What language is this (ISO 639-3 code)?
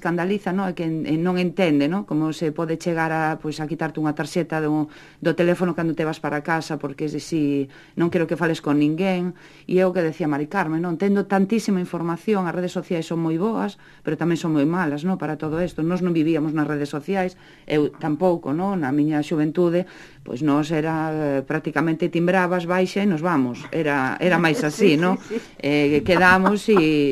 glg